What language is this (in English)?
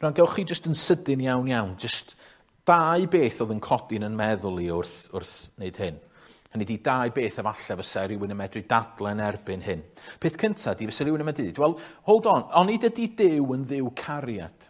Welsh